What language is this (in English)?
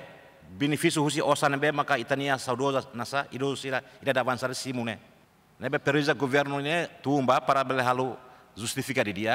Tetum